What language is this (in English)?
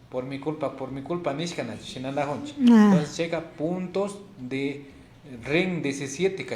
Imbabura Highland Quichua